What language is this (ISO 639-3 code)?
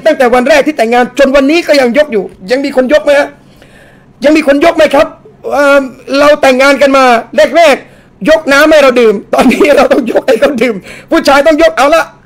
tha